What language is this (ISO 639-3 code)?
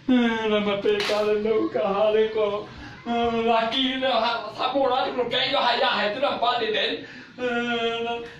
min